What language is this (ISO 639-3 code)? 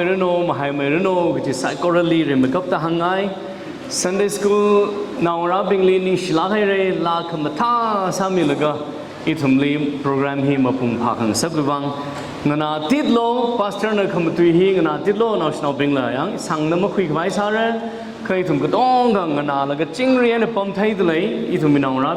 nmf